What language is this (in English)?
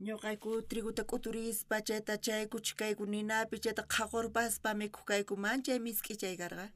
South Bolivian Quechua